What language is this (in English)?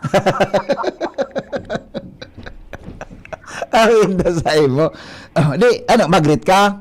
Bikol